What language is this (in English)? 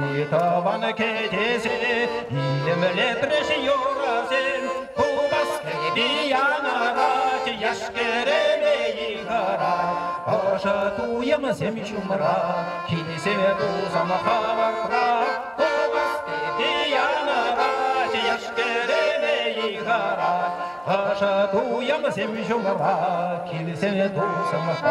Chuvash